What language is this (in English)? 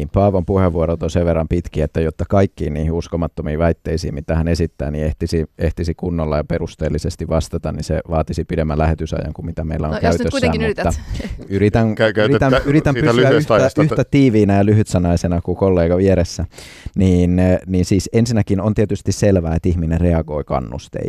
Finnish